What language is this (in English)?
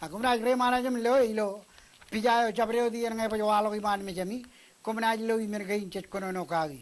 Marshallese